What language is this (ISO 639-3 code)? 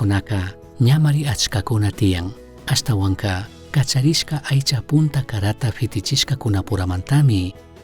qug